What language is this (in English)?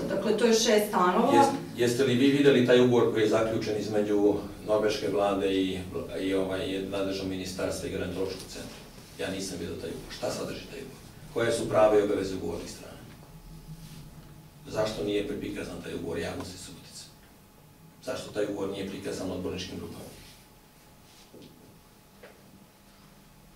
Serbian